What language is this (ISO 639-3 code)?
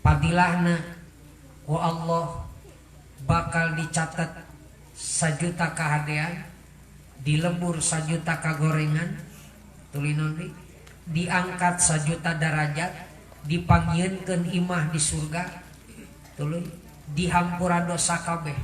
sun